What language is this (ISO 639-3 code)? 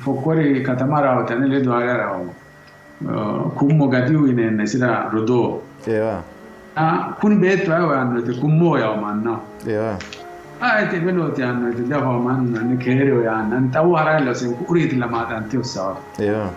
sid